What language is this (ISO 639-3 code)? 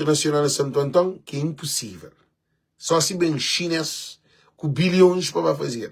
kea